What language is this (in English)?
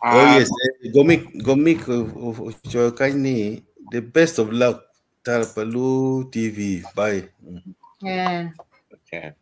Acoli